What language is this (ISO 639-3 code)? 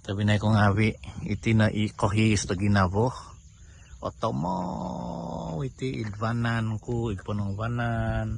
dtp